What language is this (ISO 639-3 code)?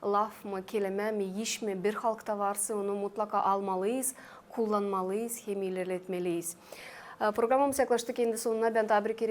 gag